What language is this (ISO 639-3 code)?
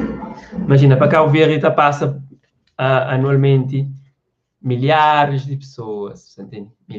kea